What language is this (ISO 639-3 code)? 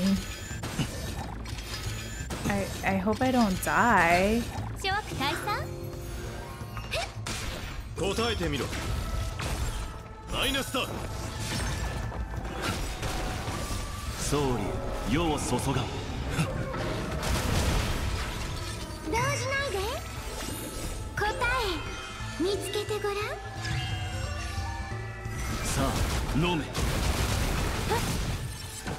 jpn